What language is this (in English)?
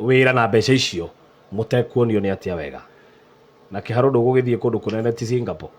Kikuyu